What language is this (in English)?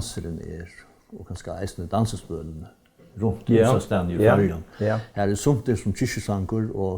Faroese